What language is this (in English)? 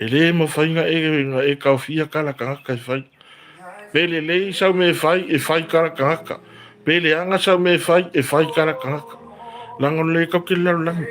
Samoan